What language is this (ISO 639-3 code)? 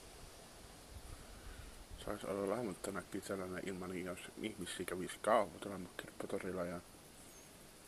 fin